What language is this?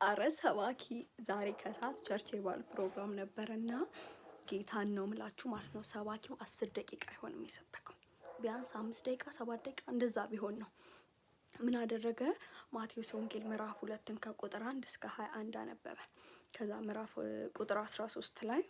Amharic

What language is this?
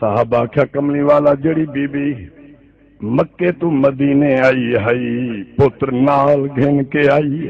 Saraiki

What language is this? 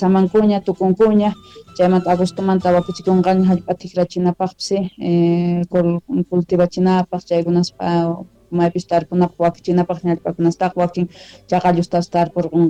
South Bolivian Quechua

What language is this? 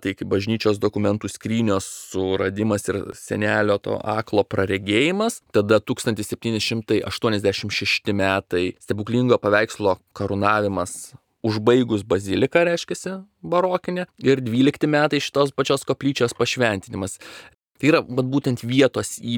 Lithuanian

